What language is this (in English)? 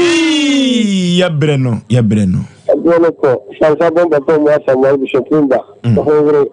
Akan